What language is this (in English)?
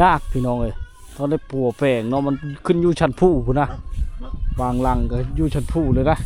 Lao